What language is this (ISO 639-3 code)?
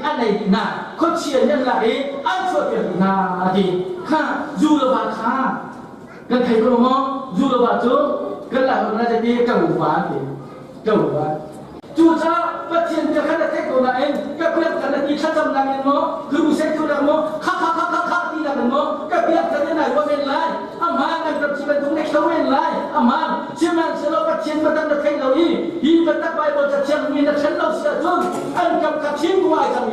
cnh